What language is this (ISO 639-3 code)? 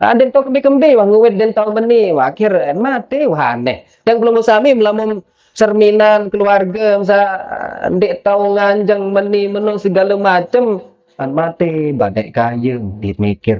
sas